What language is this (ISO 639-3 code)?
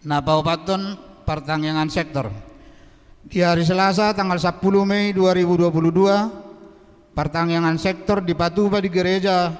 bbc